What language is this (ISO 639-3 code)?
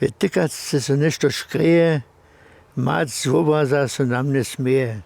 hsb